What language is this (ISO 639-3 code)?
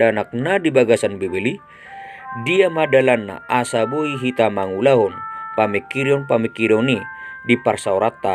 bbc